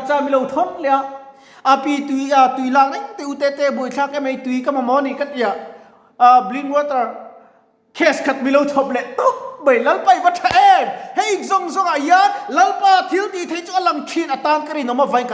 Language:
Mizo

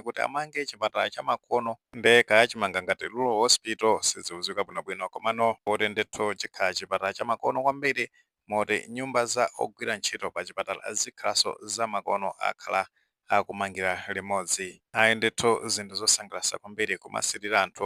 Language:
Nyanja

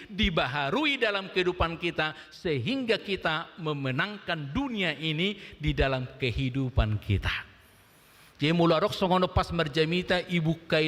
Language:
Batak Toba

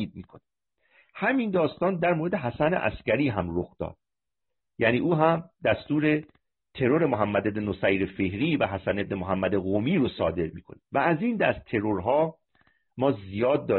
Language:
Persian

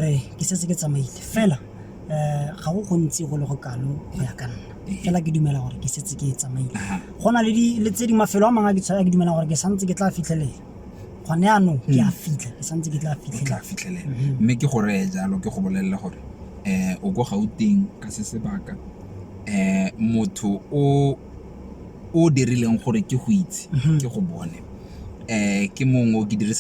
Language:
Tswana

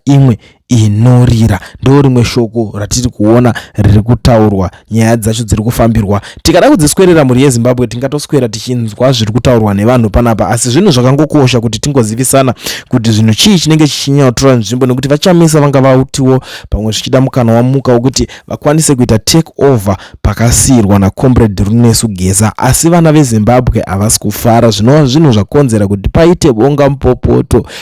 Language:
Shona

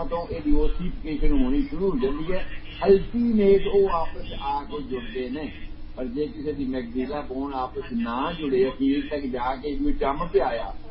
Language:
Punjabi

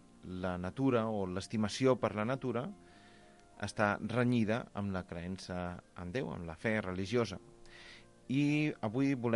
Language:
Catalan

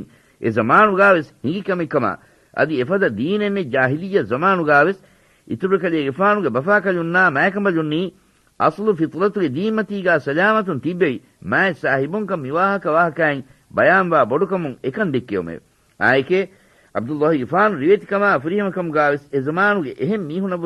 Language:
Divehi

